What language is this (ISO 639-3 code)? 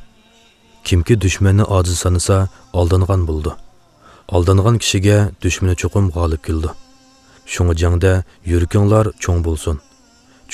uig